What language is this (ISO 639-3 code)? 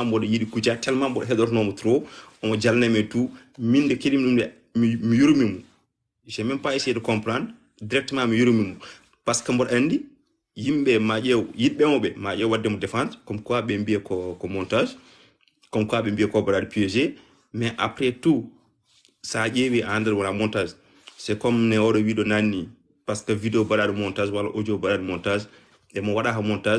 ful